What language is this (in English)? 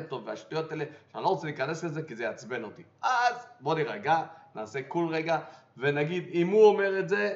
Hebrew